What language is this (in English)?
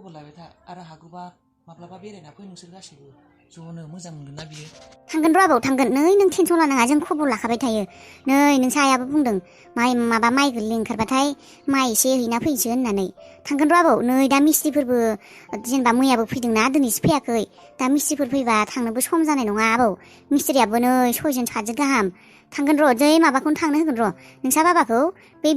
Bodo